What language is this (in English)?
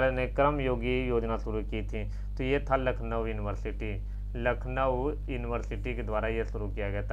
Hindi